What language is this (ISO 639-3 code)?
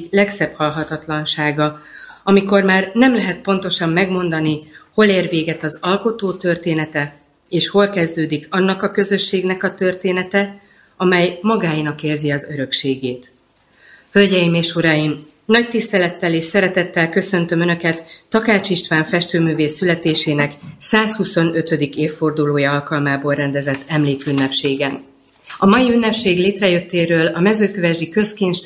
hun